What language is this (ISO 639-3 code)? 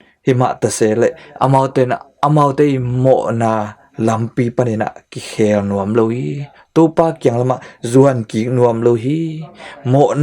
ctd